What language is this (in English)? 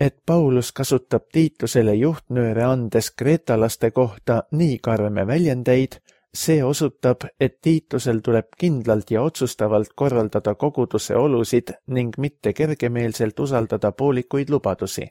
Estonian